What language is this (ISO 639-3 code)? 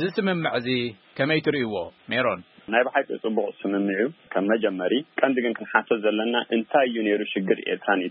tir